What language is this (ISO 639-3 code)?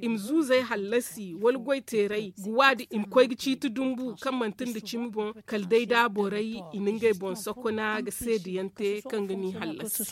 dje